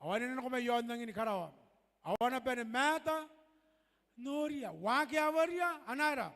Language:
Gilbertese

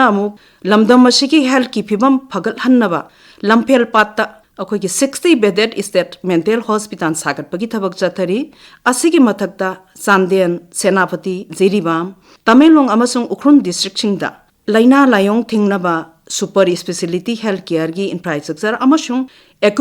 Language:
Manipuri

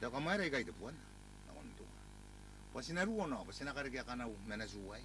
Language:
Gilbertese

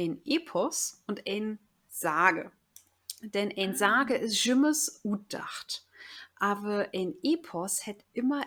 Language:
Low German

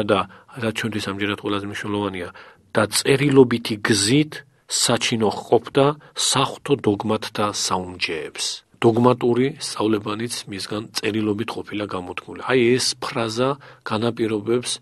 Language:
Georgian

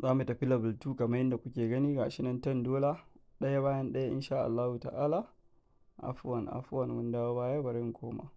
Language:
Hausa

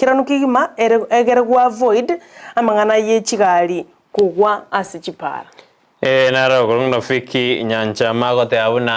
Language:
Gusii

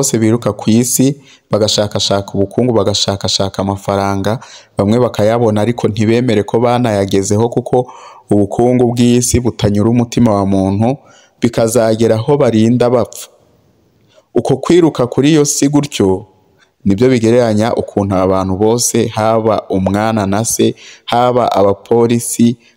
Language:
Kinyarwanda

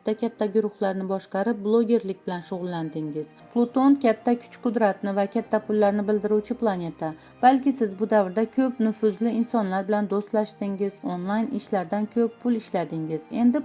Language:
Uzbek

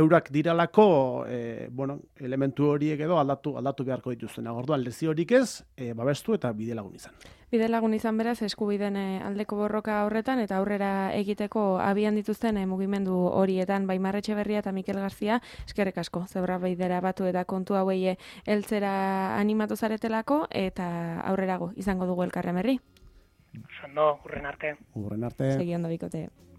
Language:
Basque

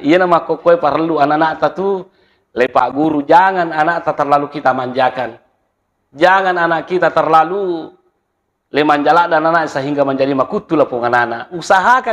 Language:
Buginese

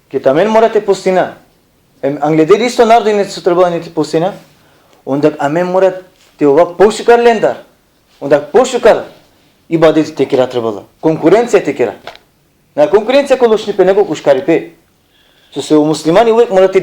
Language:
Balkan Romani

